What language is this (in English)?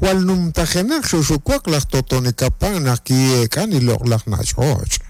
Kekchí